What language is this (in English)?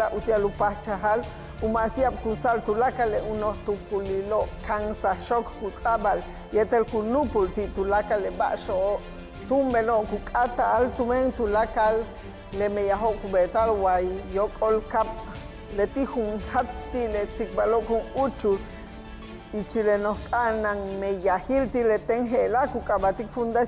Yucateco